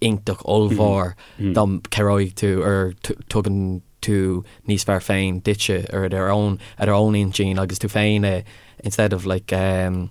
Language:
Irish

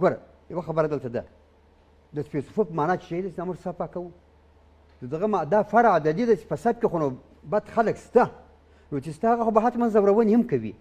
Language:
Pashto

